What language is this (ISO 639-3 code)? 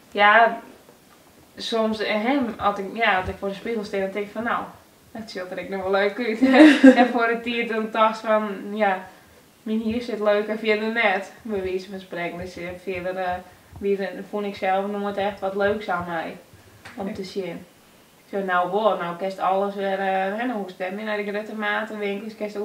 fry